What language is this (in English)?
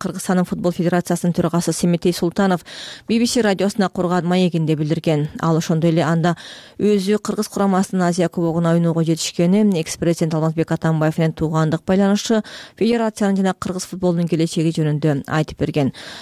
Kyrgyz